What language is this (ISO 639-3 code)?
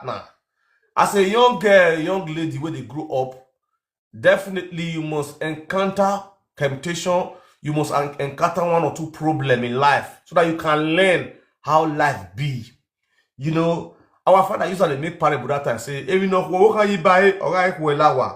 pcm